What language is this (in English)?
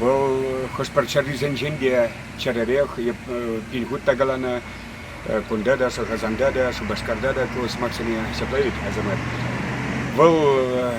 Chuvash